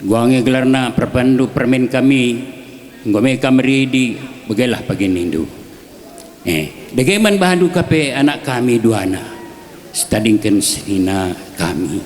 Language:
Batak Karo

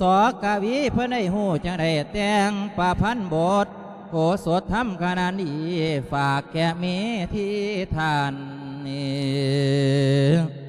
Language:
Lao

